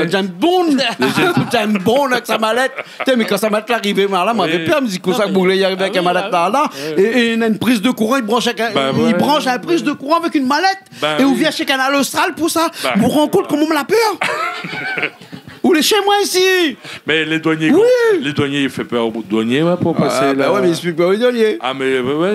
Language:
Réunion Creole French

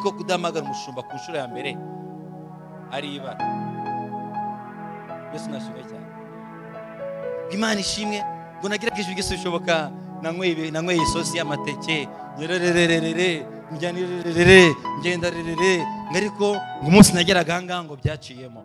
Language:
Kinyarwanda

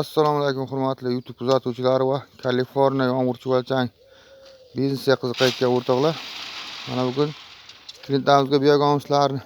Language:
Uzbek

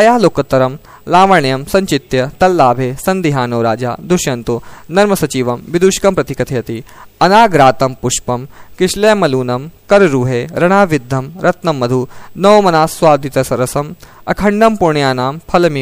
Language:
Sanskrit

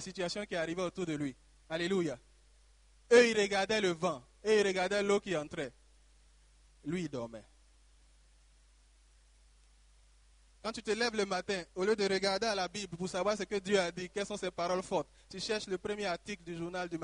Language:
French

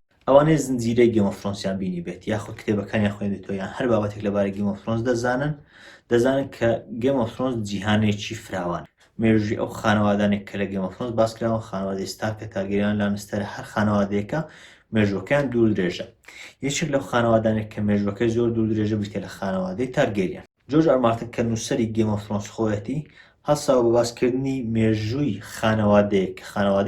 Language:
Central Kurdish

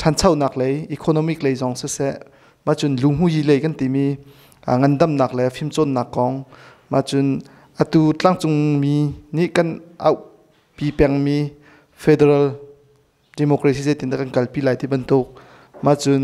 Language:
Hakha Chin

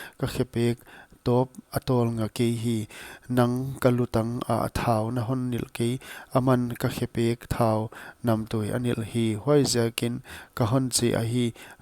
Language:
Paite Chin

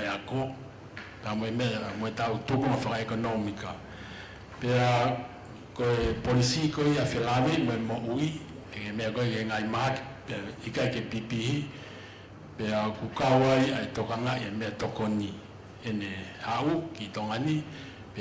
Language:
Tongan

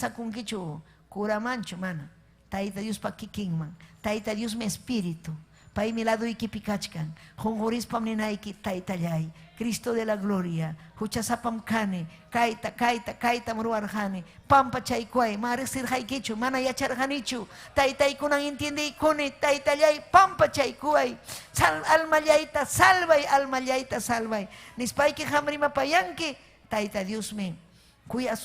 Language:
Ayacucho Quechua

